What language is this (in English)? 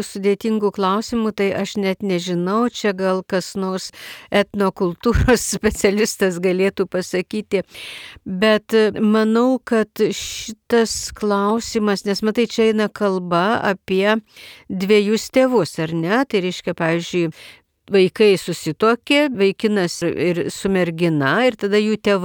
Lithuanian